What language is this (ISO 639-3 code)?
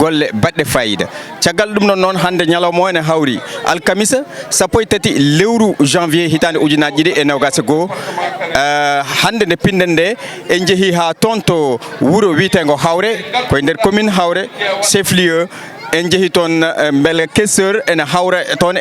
ful